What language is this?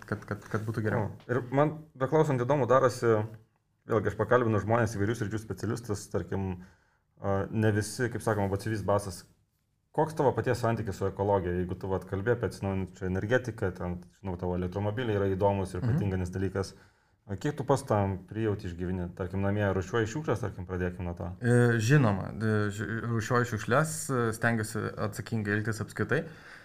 Lithuanian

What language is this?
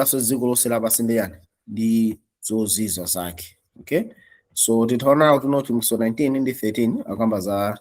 Nyanja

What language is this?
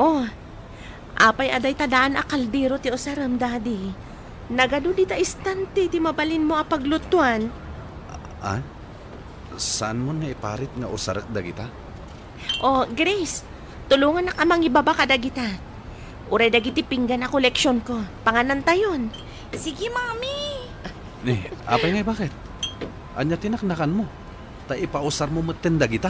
Iloko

